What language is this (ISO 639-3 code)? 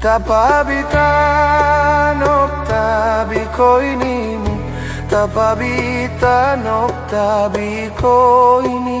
mog